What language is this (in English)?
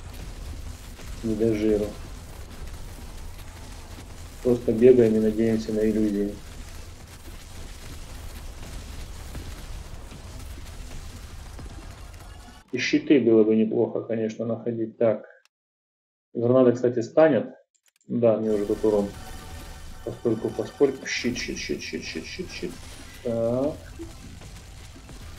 Russian